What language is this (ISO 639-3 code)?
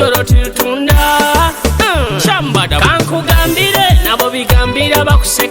nyo